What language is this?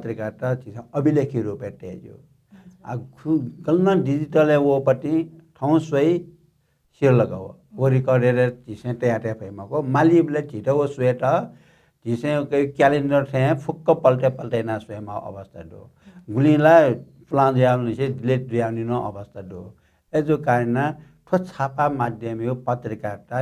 Newari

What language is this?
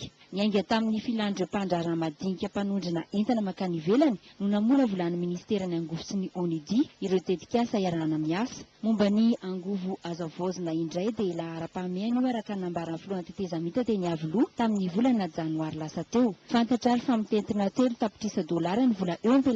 Malagasy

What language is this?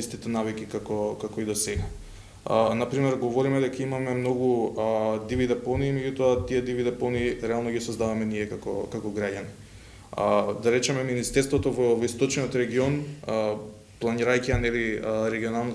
Macedonian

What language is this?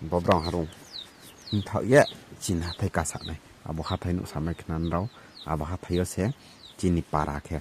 Riang (India)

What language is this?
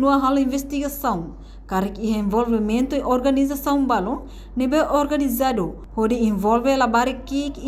Tetum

